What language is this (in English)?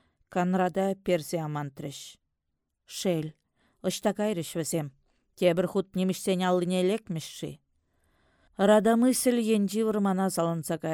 Chuvash